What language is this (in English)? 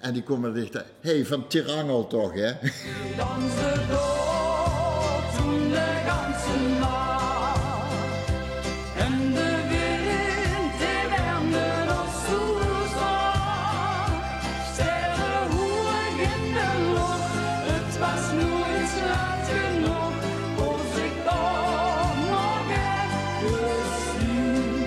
Limburgish